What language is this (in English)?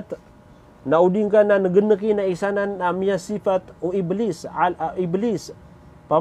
Maranao